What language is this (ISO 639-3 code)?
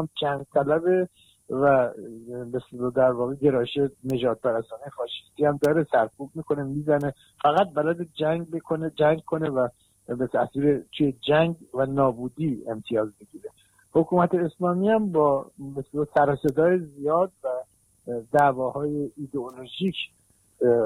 fas